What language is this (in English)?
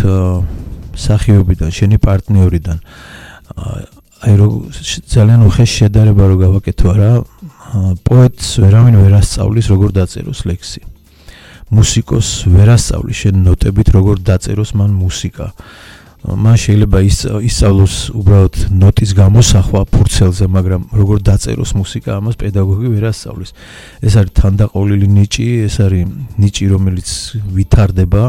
Georgian